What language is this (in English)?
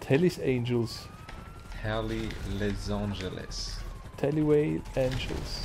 Swiss German